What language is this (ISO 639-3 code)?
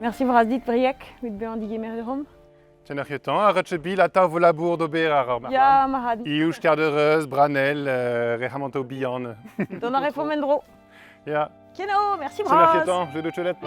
bre